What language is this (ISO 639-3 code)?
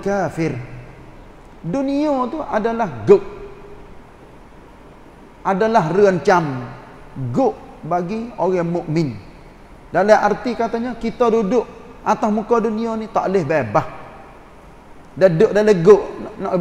msa